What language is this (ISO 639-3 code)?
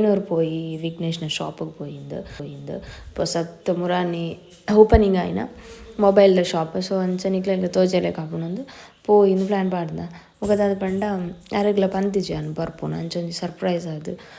tcy